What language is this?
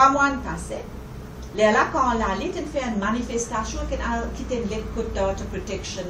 Morisyen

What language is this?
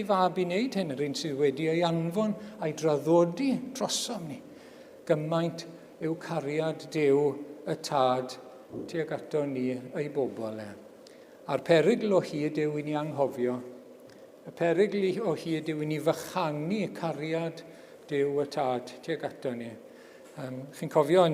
Welsh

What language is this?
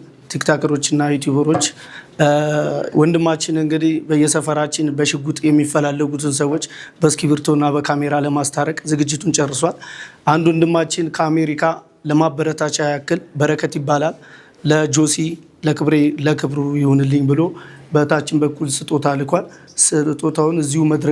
Amharic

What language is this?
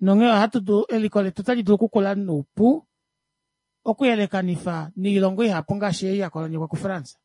Kuanyama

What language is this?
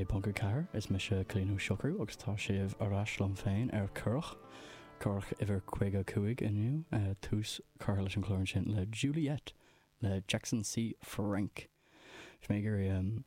Irish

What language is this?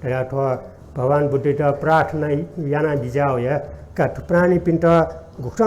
Newari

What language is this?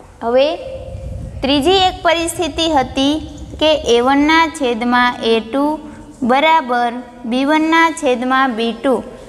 Gujarati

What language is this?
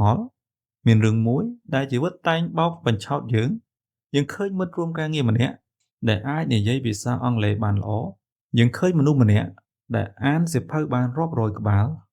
Khmer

